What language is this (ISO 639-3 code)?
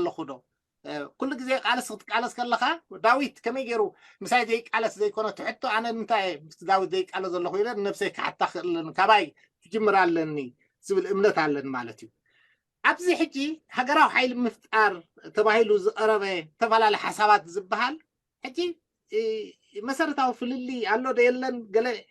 tir